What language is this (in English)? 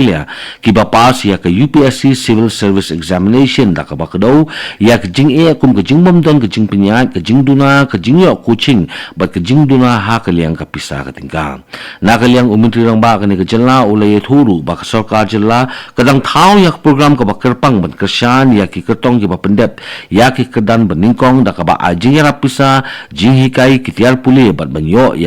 Khasi